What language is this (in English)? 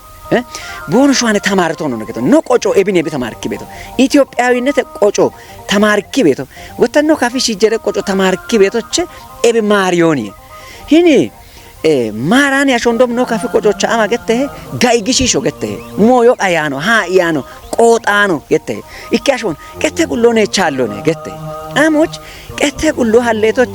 Kafa